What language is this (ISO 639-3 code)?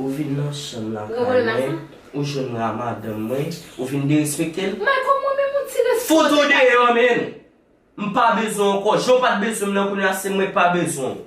hat